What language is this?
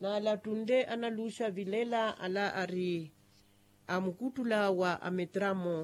Makhuwa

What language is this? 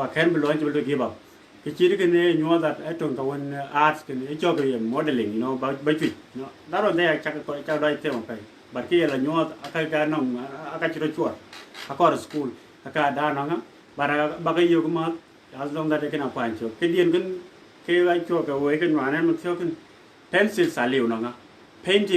Dinka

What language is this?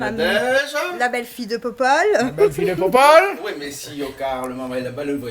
Réunion Creole French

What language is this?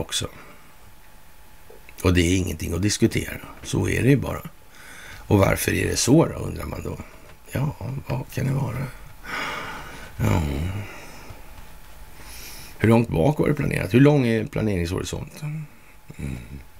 Swedish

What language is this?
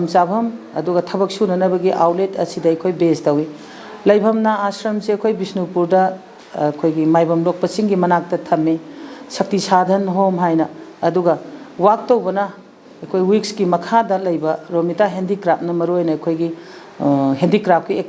Manipuri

